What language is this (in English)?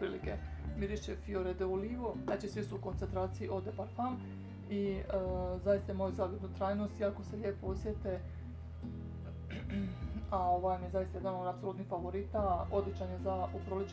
Croatian